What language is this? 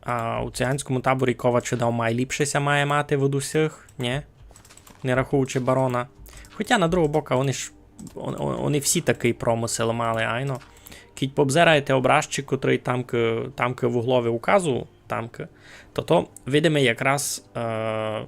Rusyn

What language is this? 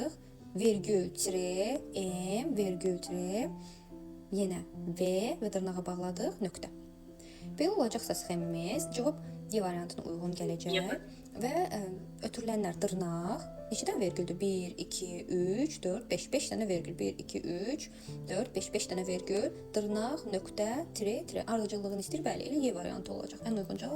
Azerbaijani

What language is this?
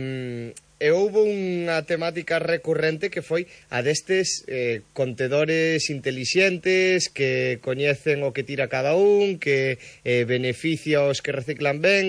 Galician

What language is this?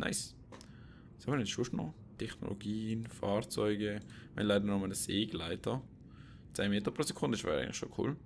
Swiss German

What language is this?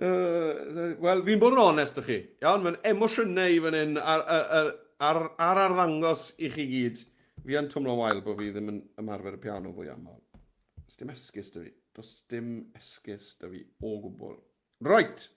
Welsh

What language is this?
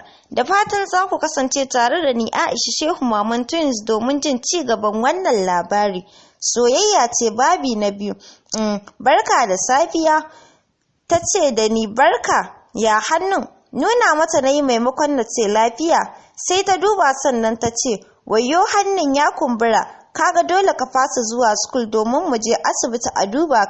Hausa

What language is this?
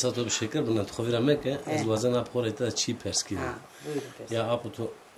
Zaza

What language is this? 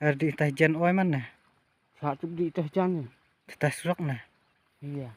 Khasi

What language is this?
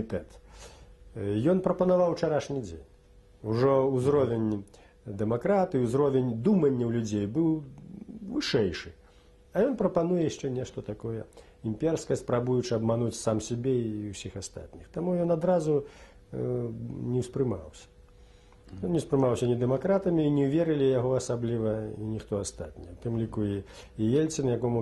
Belarusian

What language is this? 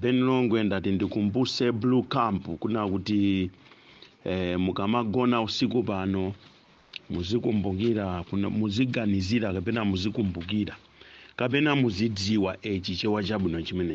Nyanja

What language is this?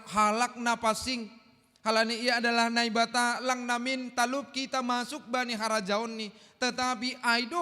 Batak Simalungun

